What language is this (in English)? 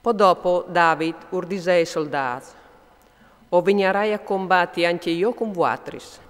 Friulian